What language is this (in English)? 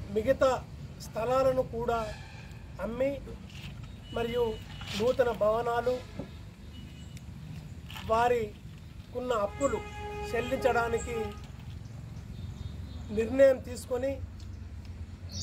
Telugu